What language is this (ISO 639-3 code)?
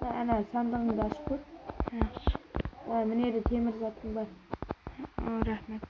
kaa